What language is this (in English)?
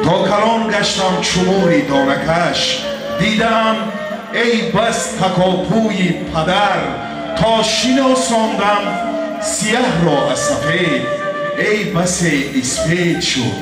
Tajik